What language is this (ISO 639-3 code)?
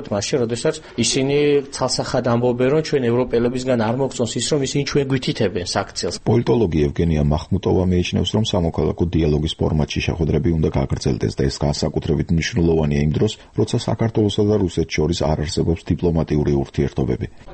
kat